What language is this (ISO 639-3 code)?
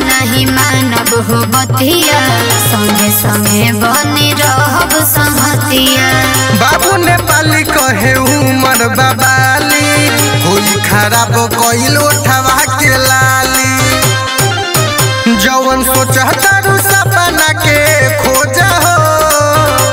bho